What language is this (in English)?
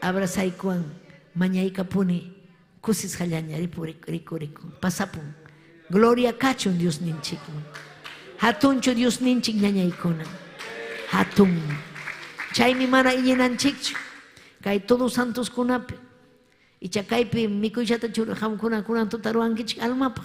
Ayacucho Quechua